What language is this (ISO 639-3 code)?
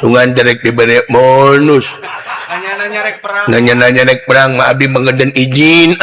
sun